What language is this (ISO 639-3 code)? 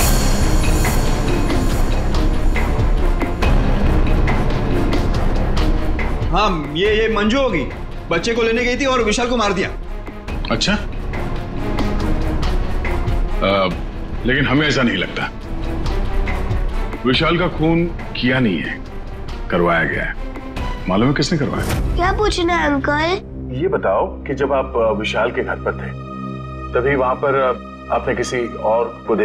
hin